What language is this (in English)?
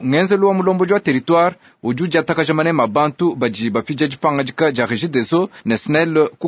Luba-Lulua